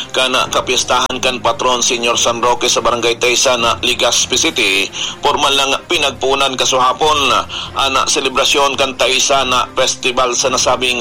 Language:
Bikol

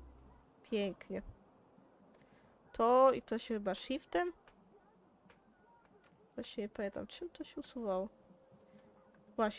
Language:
Polish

